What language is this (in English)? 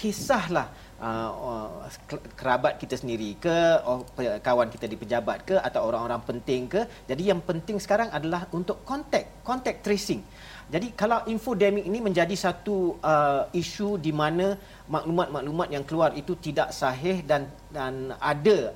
Malay